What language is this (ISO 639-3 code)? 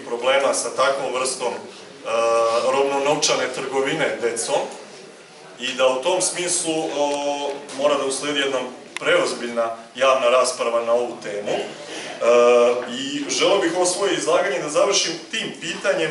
srp